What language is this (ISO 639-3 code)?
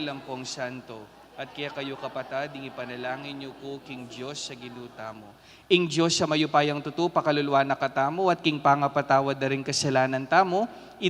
pam